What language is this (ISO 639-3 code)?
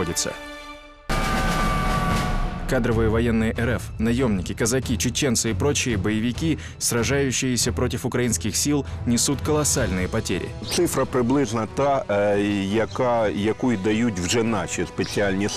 rus